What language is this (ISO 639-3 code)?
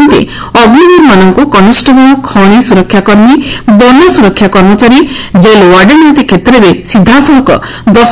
ori